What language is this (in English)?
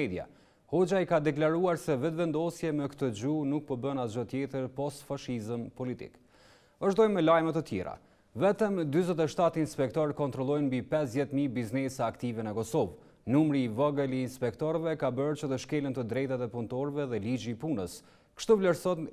Albanian